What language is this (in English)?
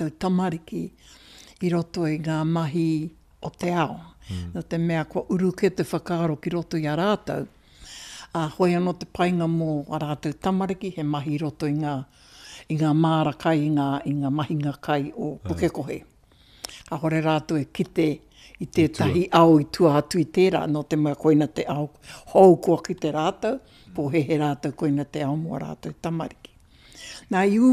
Māori